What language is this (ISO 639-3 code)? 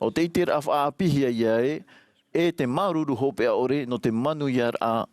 tah